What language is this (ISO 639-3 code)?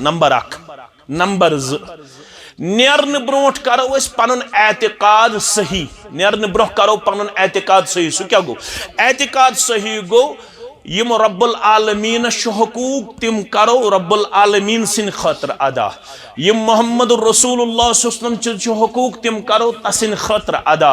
kas